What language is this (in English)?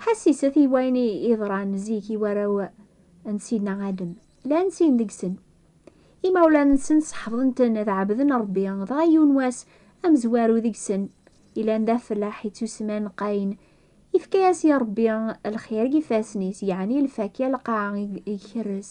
Kabyle